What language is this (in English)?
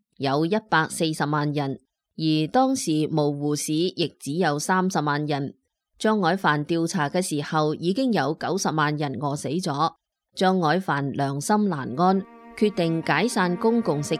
Cantonese